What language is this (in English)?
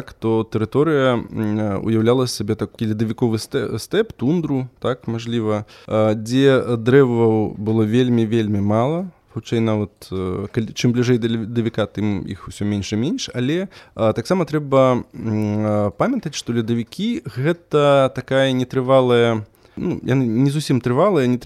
Belarusian